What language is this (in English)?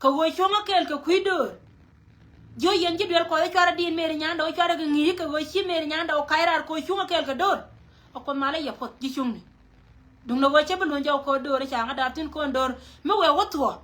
Nuer